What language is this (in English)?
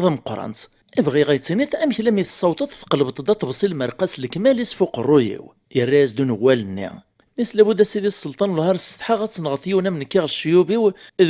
Kabyle